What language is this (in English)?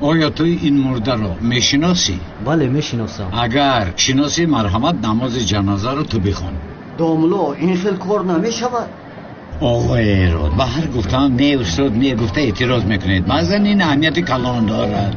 Tajik